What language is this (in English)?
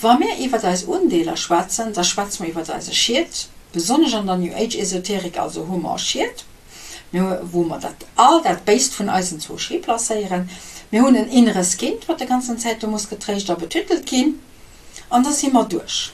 Luxembourgish